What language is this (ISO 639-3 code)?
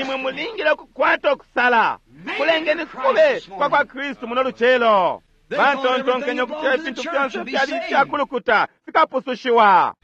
bem